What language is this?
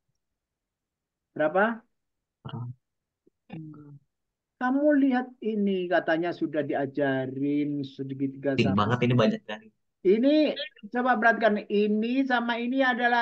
Indonesian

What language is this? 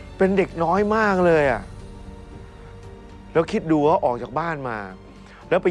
Thai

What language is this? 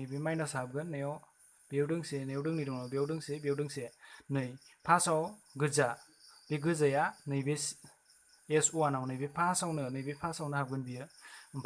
Bodo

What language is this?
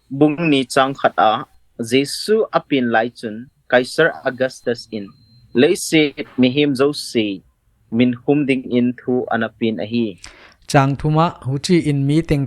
Paite Chin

